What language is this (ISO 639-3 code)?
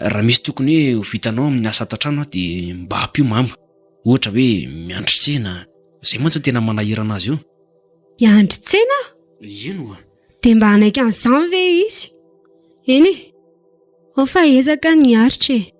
mlg